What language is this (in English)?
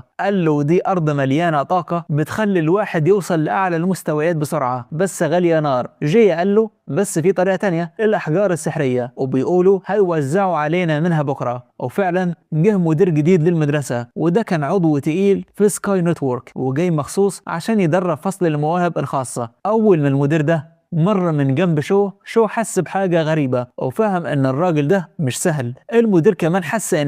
Egyptian Arabic